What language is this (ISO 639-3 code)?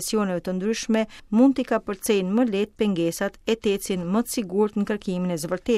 sqi